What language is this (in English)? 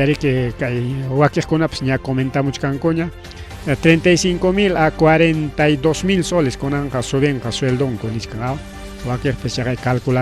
Ayacucho Quechua